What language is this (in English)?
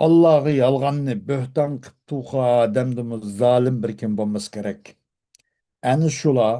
Uyghur